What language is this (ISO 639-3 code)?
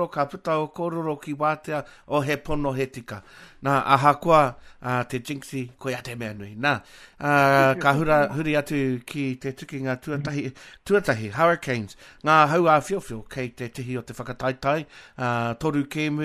mri